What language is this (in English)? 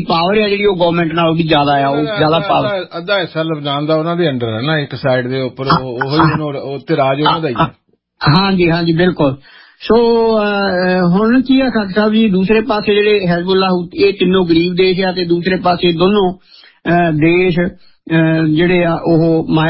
Punjabi